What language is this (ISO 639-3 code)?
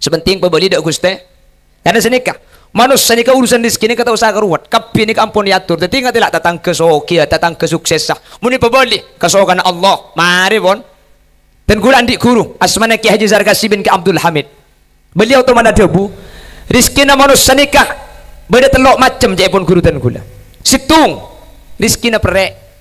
mad